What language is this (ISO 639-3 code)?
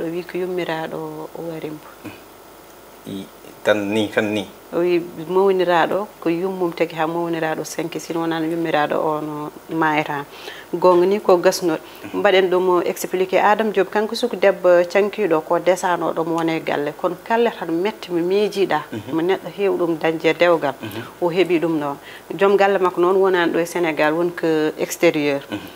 ful